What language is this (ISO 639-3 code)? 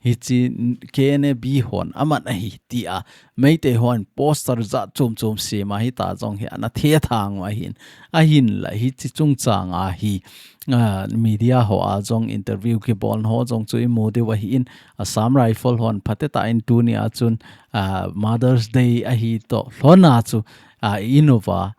tcz